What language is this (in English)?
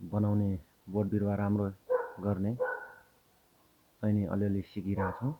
Nepali